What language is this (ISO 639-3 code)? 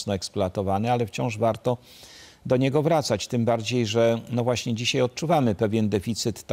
pol